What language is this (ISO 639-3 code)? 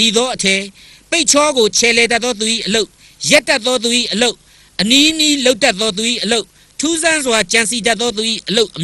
mya